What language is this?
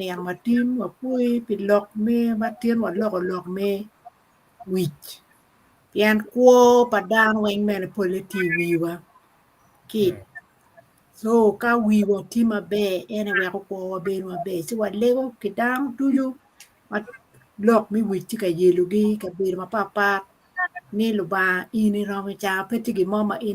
Acoli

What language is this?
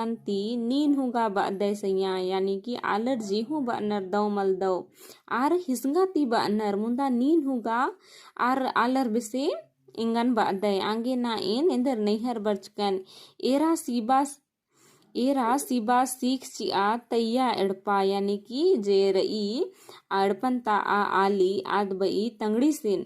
Kurukh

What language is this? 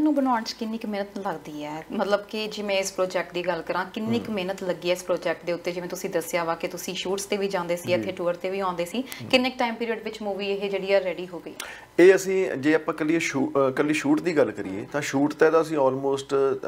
Punjabi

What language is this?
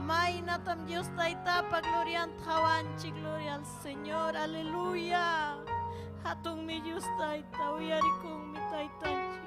Ayacucho Quechua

